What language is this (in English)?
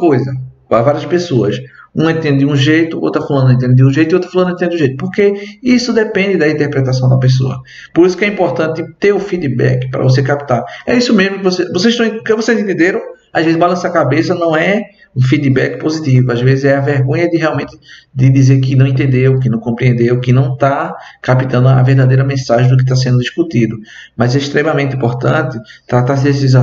Portuguese